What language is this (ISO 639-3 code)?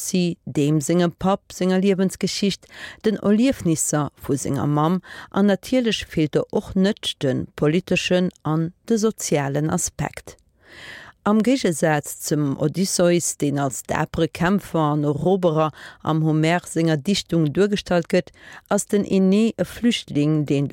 ltz